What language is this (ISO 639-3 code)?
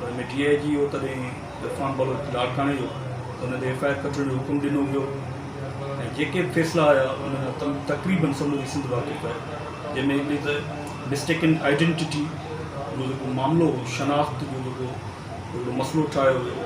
snd